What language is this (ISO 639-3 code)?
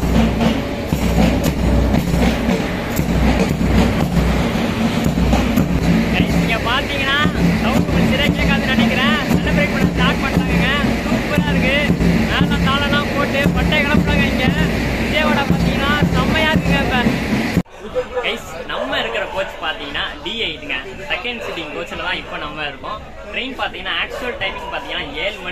tam